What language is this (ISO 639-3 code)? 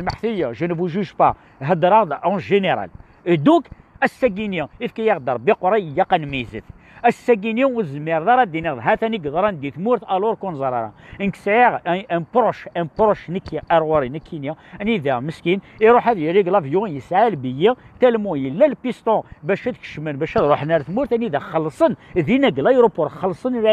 kab